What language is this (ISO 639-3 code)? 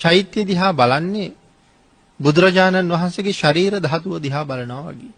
sin